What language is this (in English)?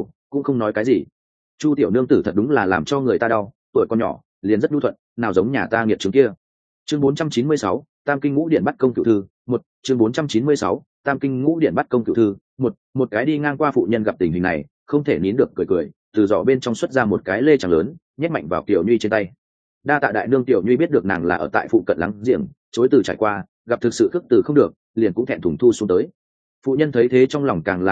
Vietnamese